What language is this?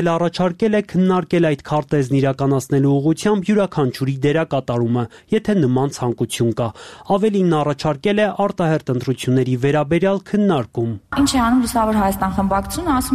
Armenian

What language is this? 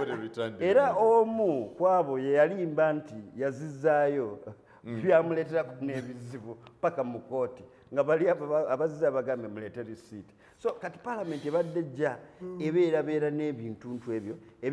Ganda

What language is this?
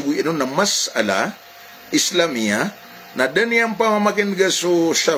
Maranao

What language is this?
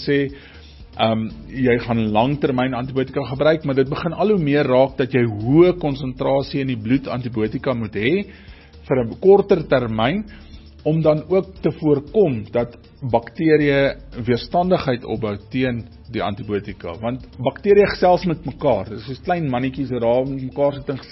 Afrikaans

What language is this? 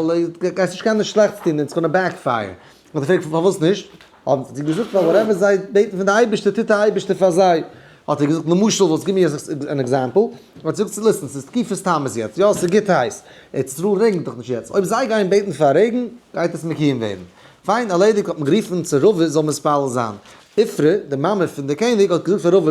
Yiddish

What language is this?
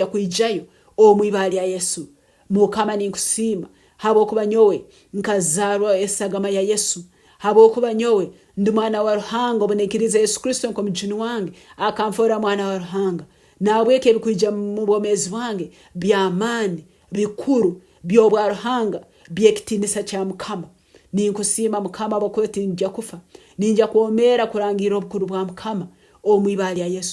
Nyoro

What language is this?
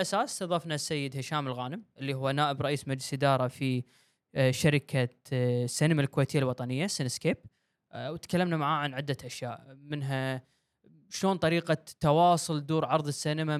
Gulf Arabic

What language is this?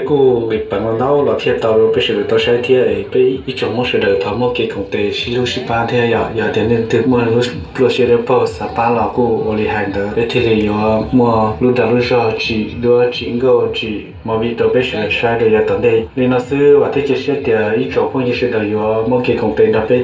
Hmong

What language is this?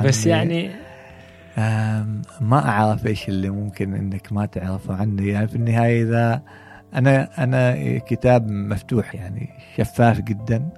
Gulf Arabic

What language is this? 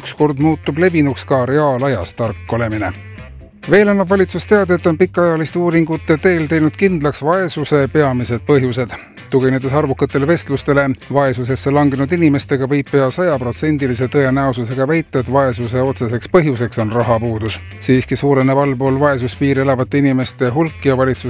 Estonian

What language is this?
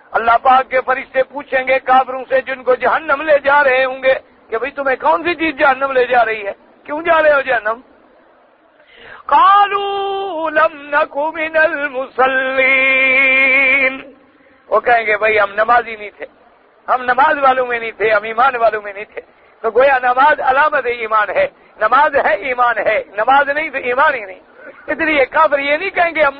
Urdu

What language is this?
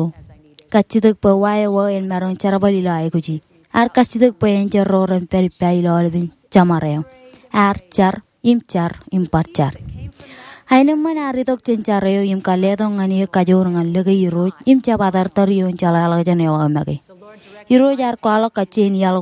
Marshallese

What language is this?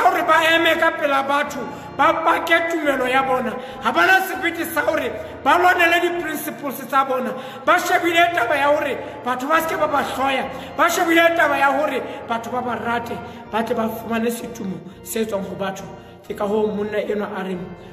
Southern Sotho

